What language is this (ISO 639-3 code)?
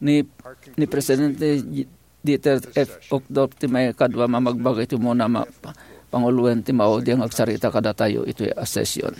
ilo